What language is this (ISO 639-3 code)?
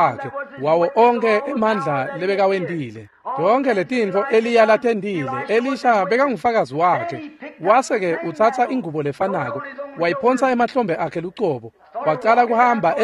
ssw